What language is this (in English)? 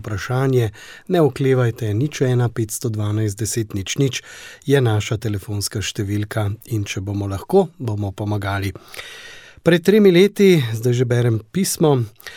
Slovenian